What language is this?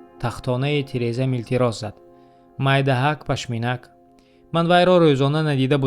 Tajik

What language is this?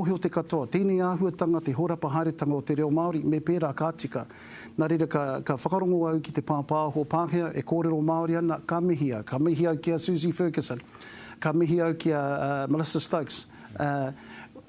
Māori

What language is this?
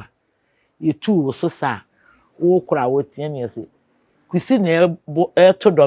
Akan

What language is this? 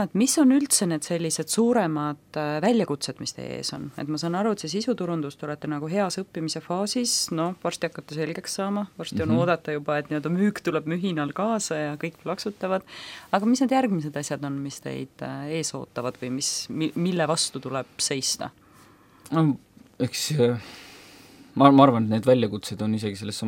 Estonian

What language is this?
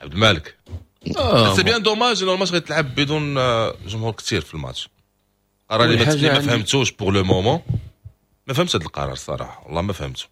Moroccan Arabic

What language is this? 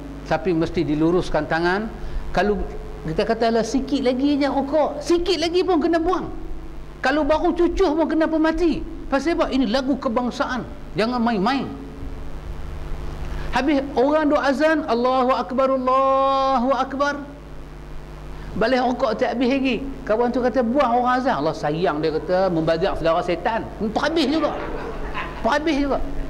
Malay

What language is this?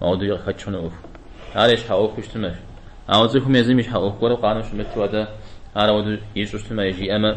Kabardian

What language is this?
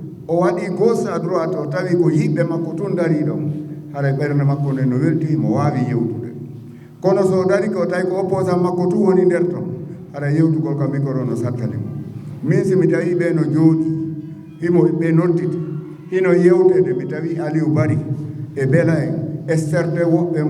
Fula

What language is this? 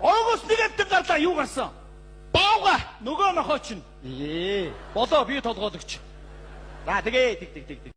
Mongolian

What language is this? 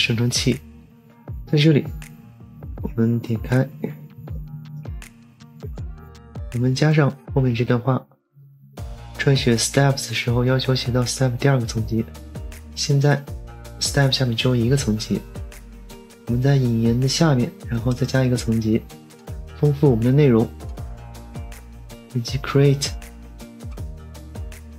Chinese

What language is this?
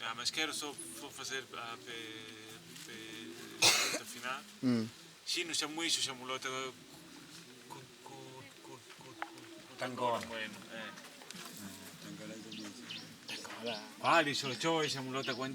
Makonde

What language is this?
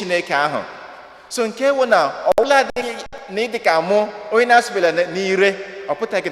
Igbo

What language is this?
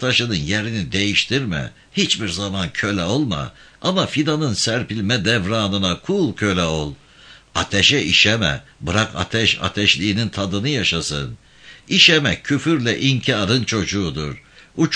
Turkish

